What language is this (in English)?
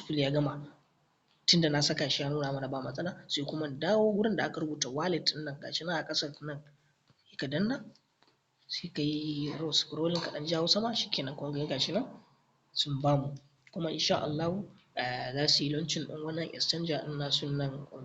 Hausa